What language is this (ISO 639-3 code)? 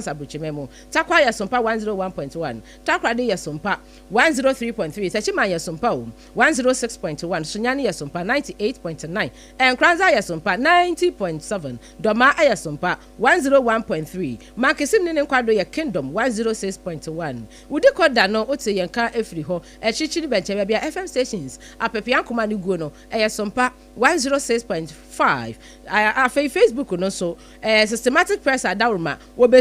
aka